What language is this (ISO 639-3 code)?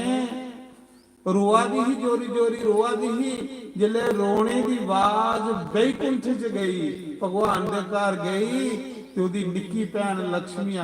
doi